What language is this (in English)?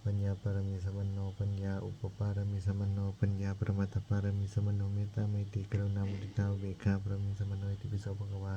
Pali